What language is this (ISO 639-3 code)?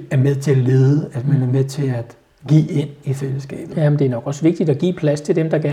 dan